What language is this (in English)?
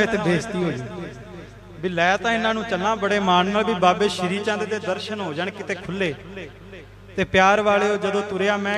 Punjabi